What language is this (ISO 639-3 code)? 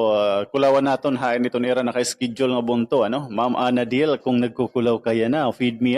war